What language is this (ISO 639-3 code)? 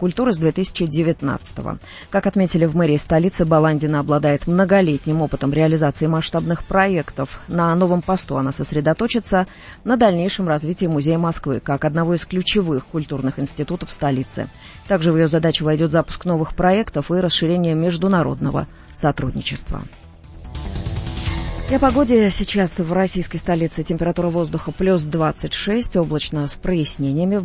rus